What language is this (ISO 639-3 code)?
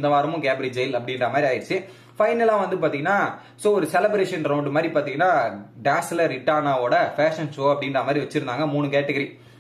tam